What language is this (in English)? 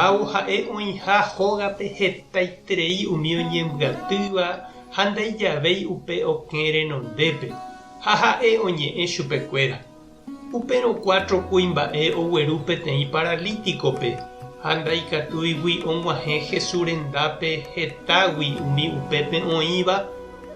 Guarani